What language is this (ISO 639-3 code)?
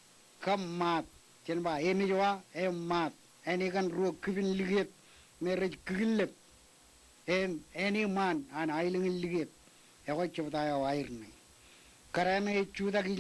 mah